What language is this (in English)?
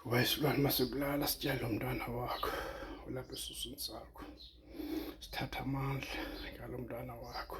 Zulu